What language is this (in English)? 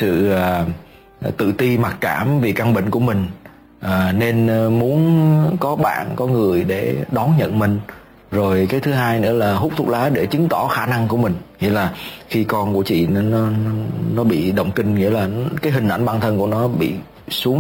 Vietnamese